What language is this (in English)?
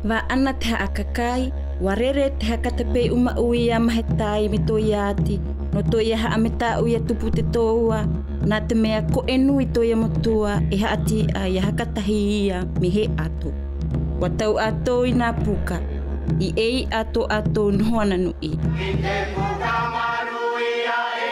South Marquesan